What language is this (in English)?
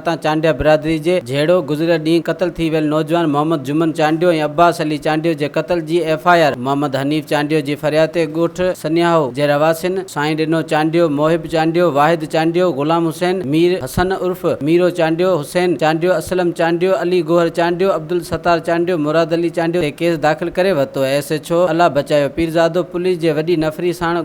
Sindhi